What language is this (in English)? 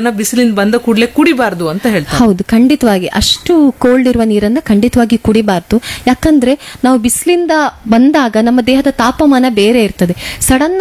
Kannada